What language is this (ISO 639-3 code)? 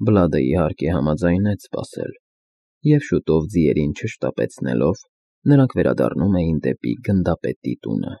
hye